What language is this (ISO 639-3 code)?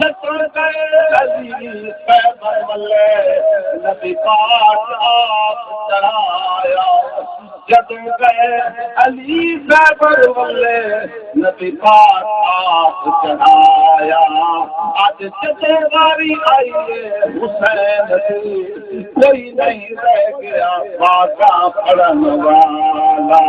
skr